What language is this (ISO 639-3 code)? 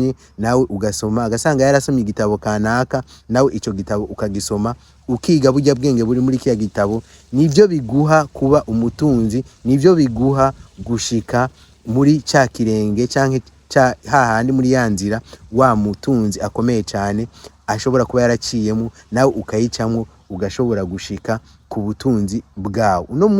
run